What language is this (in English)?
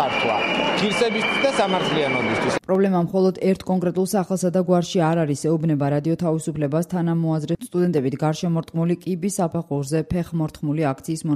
Georgian